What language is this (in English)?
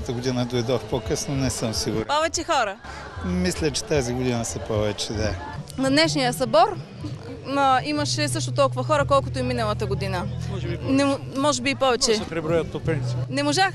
Bulgarian